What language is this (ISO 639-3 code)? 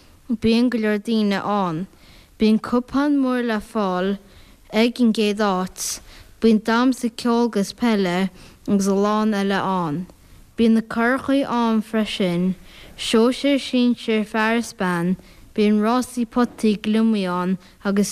gle